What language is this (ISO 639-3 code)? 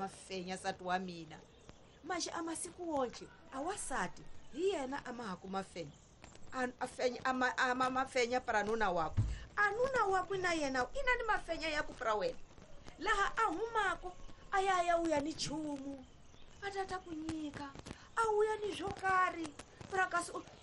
tso